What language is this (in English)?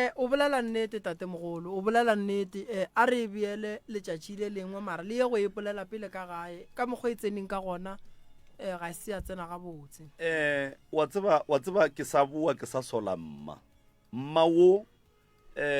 Northern Sotho